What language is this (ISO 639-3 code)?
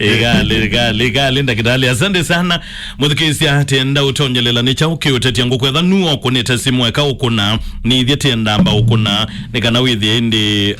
kam